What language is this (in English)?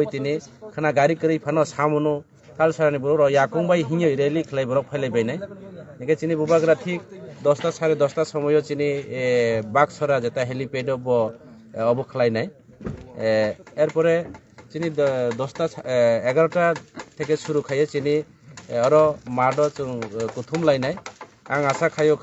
Kok Borok